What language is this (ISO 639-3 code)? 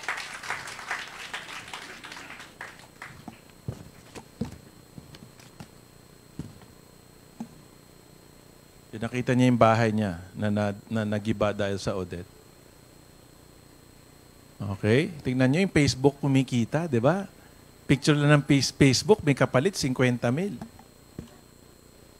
fil